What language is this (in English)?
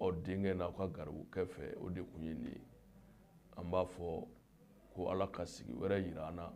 Bambara